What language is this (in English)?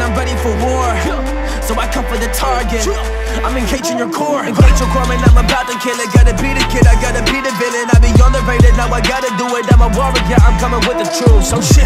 English